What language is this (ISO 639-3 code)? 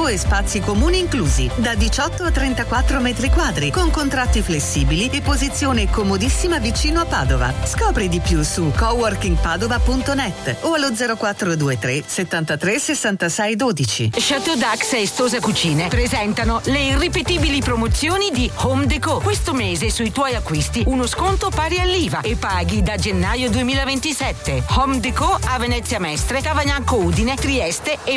ita